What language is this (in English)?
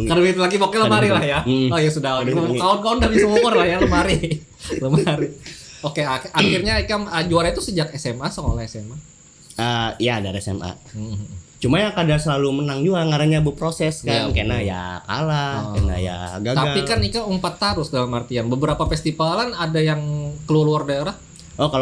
Banjar